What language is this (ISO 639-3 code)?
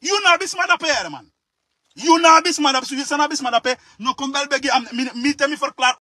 srn